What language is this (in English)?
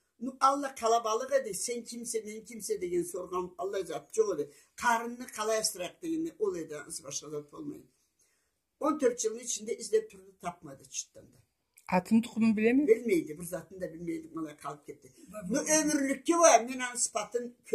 Karachay-Balkar